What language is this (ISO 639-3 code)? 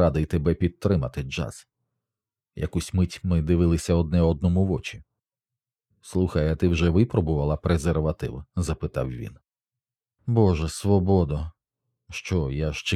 ukr